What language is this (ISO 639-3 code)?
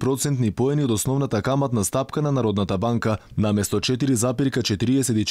mkd